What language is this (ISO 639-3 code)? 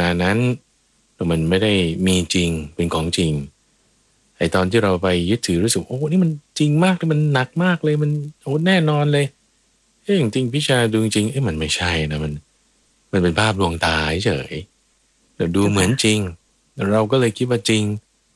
tha